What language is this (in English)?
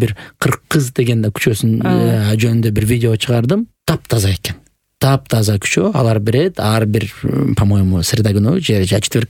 Kyrgyz